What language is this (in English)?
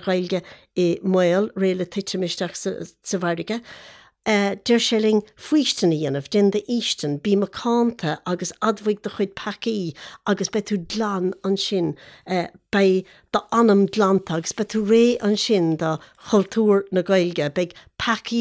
Irish